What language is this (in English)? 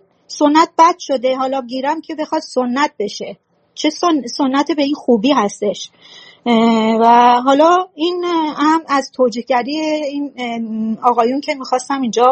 Persian